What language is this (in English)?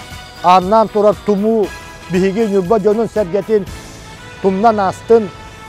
Yakut